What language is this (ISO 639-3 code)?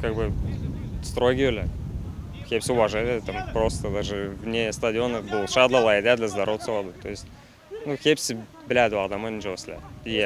gag